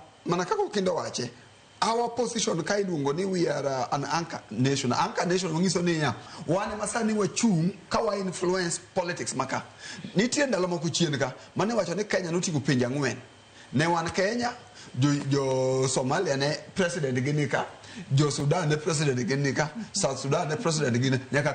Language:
Luo (Kenya and Tanzania)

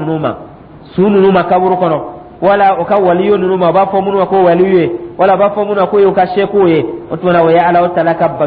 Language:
Dyula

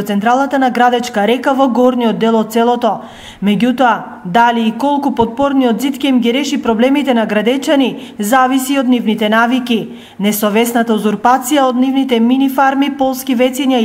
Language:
Macedonian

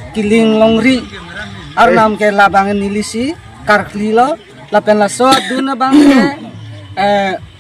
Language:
Karbi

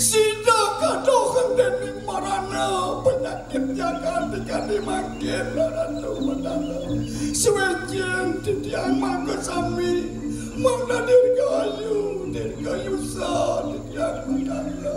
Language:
Balinese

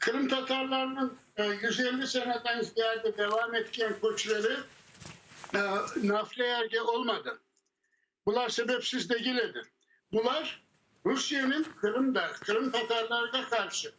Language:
Crimean Tatar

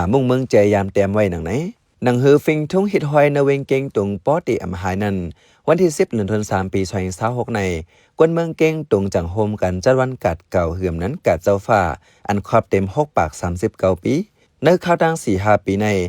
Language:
Shan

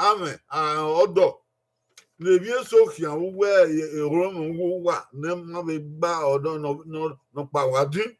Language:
Bini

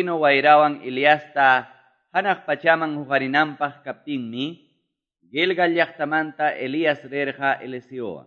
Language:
Quechua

